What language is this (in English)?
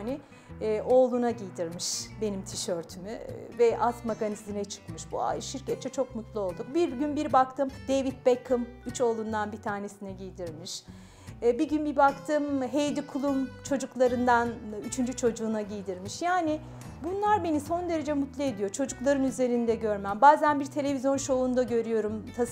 Turkish